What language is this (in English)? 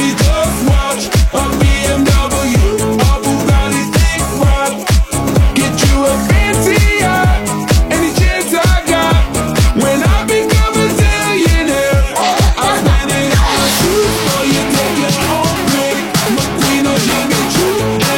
English